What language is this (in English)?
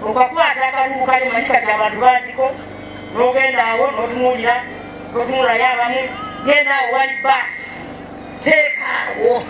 Ganda